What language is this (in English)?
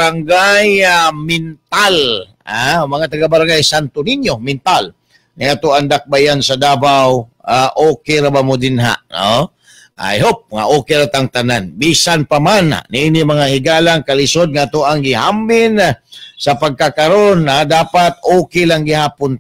Cebuano